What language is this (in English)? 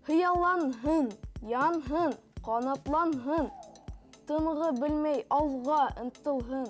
Bashkir